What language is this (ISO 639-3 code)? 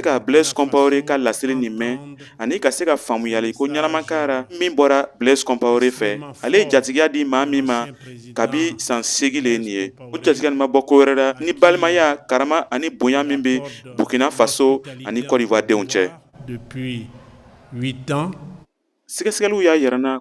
bam